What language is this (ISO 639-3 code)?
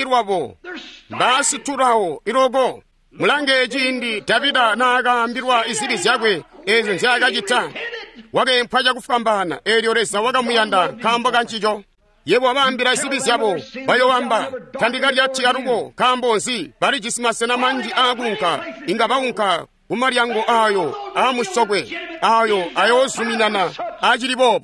toi